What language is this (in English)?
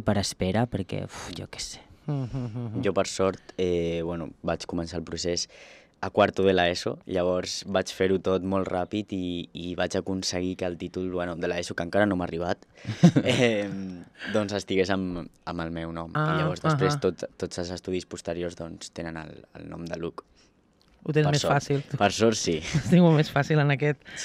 Catalan